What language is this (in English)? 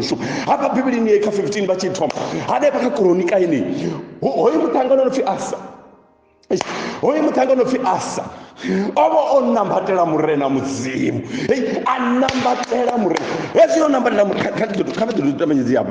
Venda